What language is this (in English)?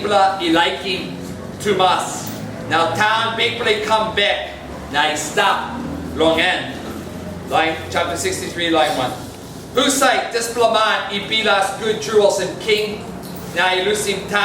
Tok Pisin